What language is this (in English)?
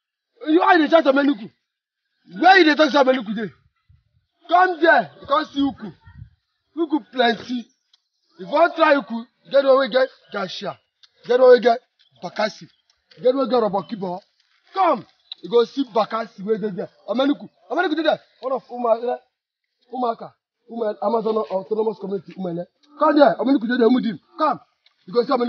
Nigerian Pidgin